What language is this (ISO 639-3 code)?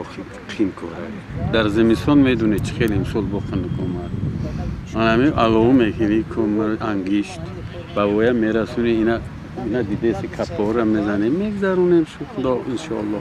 tgk